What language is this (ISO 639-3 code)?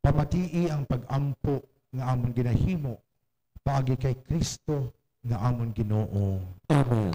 hil